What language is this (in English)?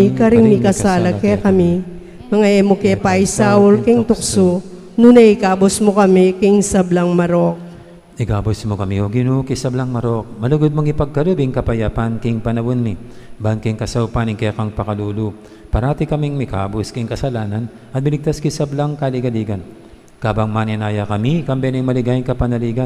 Pampanga